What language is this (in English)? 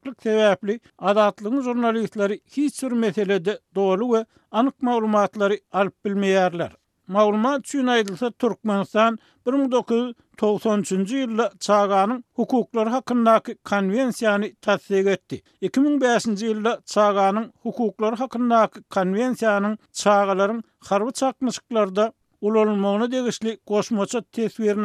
Turkmen